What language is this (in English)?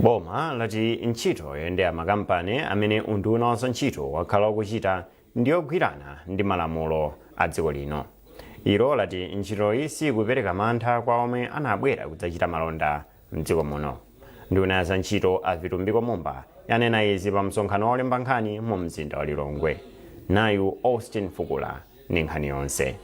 Nyanja